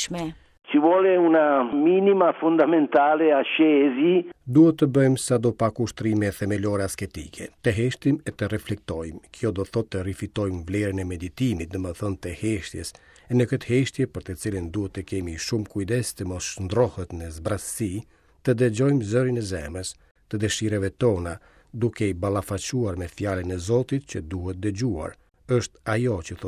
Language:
Albanian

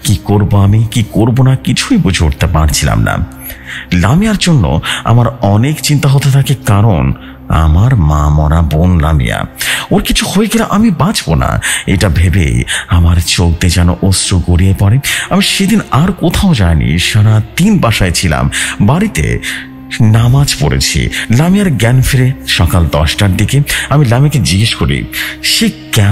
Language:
Bangla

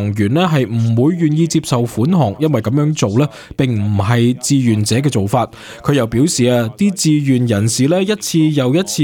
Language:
Cantonese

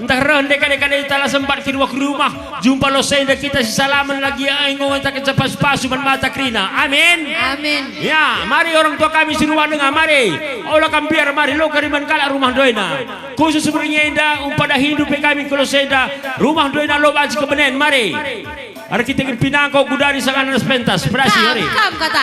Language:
Batak Karo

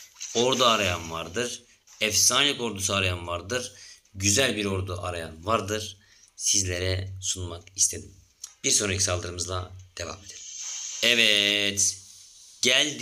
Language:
Turkish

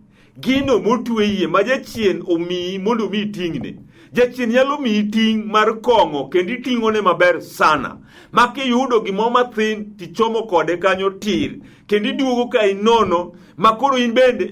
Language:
Luo (Kenya and Tanzania)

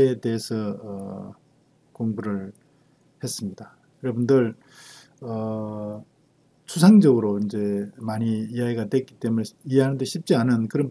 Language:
Korean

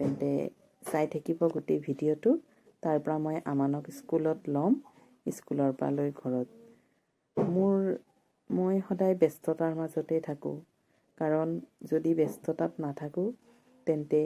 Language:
Assamese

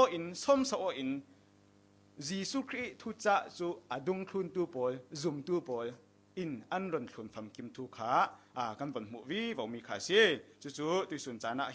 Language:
Falam Chin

